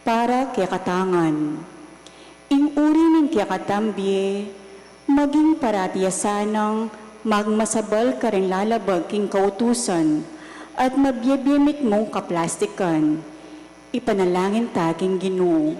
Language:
Pampanga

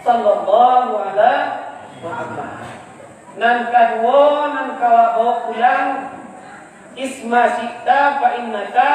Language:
Minangkabau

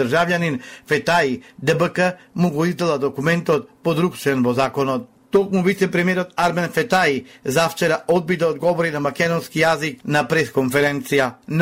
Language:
Macedonian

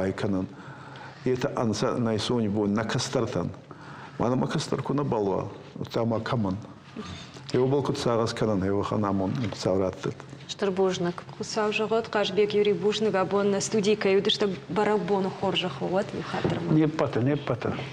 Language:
Ossetic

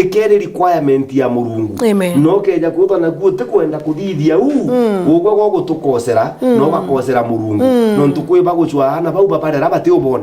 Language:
Meru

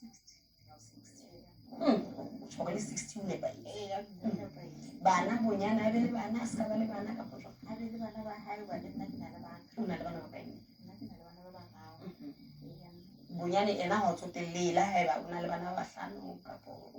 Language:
Southern Sotho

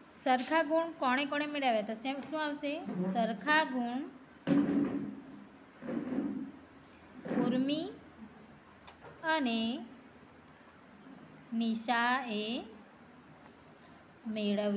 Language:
Gujarati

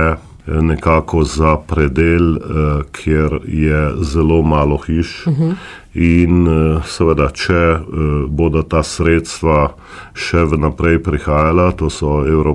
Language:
Slovenian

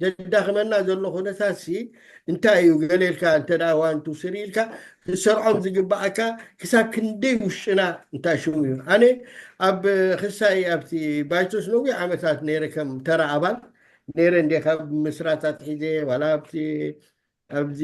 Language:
Tigrinya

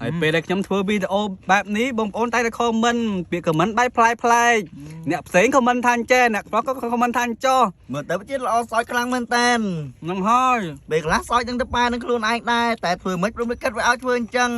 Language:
Khmer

